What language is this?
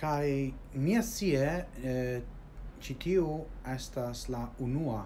Esperanto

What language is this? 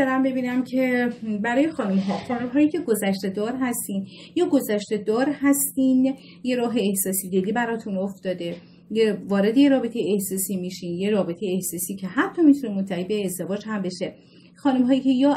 Persian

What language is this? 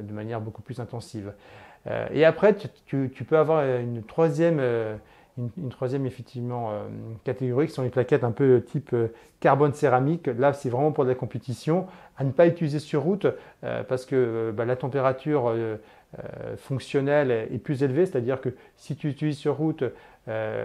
French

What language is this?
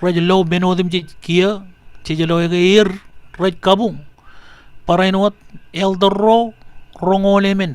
Marshallese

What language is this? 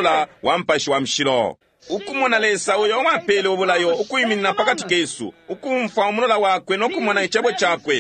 Bemba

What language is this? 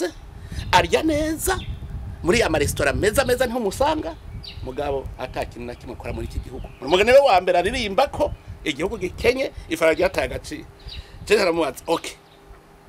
Rundi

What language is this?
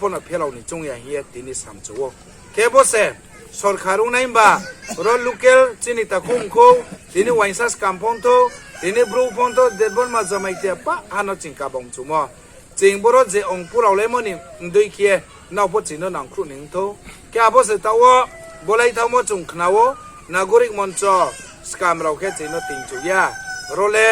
Riang (India)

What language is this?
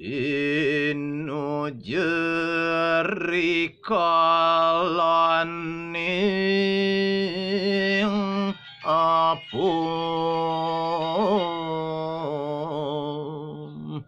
Balinese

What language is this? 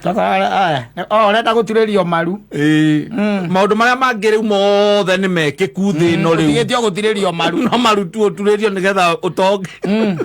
Kikuyu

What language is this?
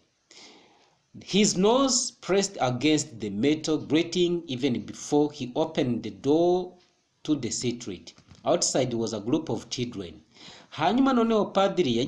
Kinyarwanda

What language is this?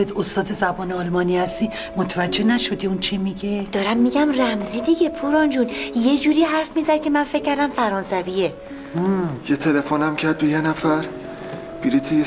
Persian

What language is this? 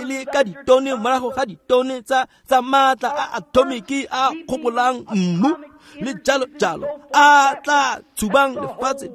Tswana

